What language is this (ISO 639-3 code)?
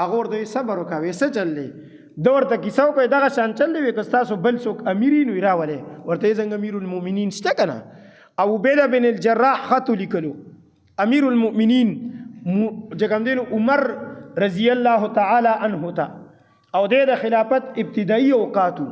pus